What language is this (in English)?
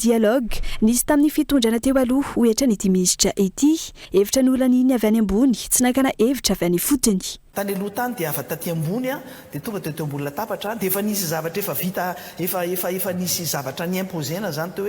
Malagasy